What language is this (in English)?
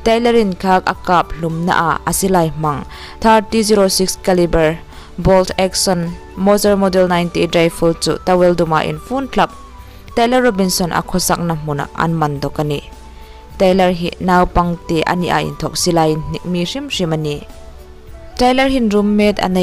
Hmar